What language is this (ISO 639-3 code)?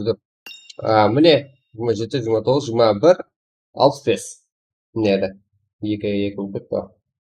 kaa